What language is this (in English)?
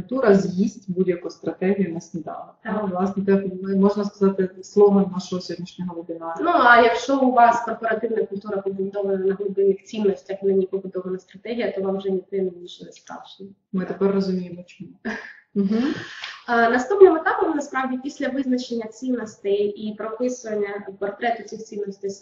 Ukrainian